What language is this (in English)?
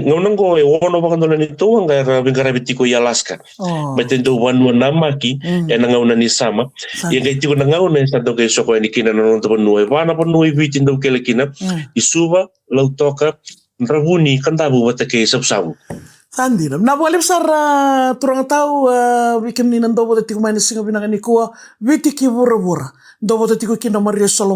Fijian